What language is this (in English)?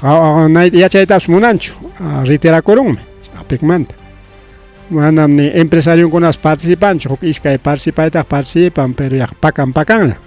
Ayacucho Quechua